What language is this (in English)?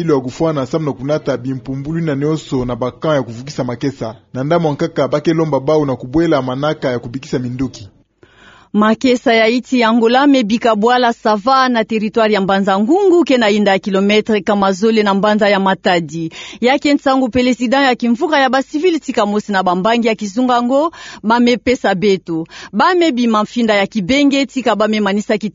Kituba (Democratic Republic of Congo)